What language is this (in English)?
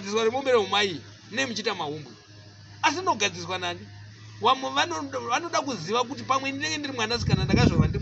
Shona